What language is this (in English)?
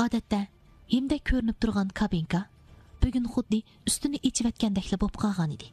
Uyghur